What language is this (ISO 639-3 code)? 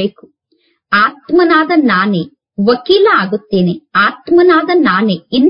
kan